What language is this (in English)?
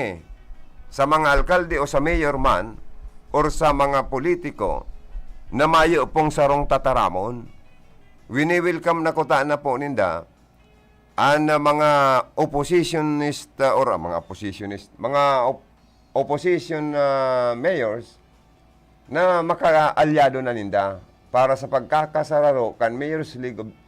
Bikol